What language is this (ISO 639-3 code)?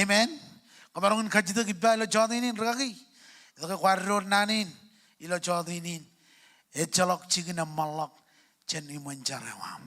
mah